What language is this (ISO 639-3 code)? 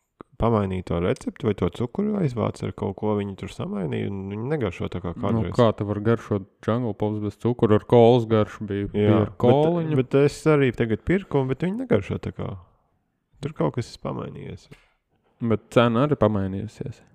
lav